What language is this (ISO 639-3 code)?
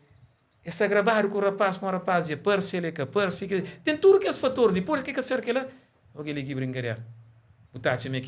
kea